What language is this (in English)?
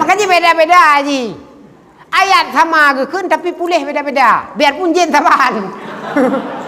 Achinese